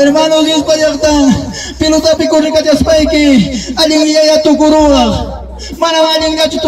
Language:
Ayacucho Quechua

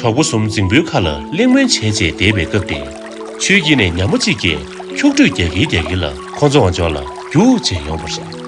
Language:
Tibetan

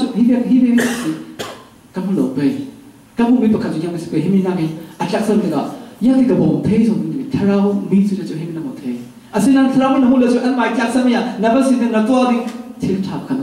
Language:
Falam Chin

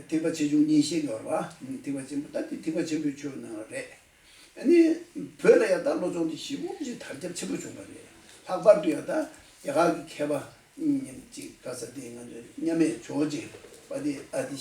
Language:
Tibetan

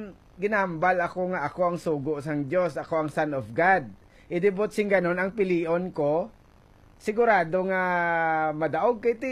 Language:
Hiligaynon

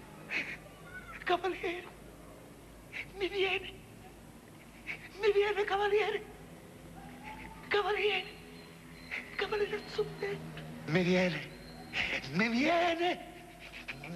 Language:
Italian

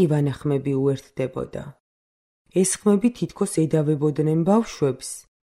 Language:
Georgian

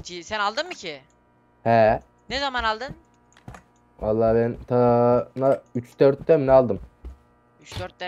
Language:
Turkish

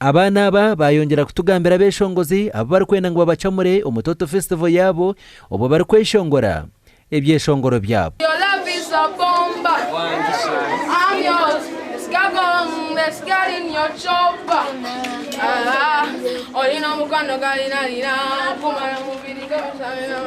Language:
Nyankole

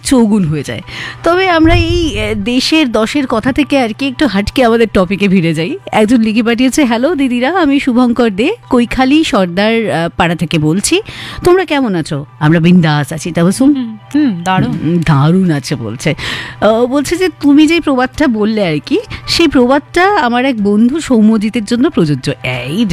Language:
Bangla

